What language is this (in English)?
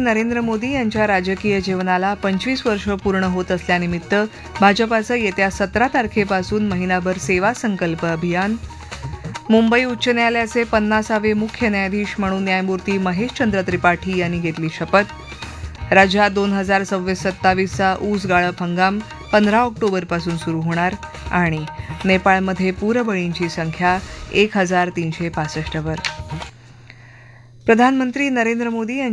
Marathi